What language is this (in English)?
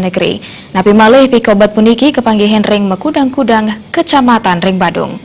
Balinese